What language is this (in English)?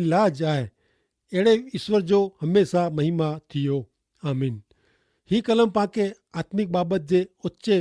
Kachhi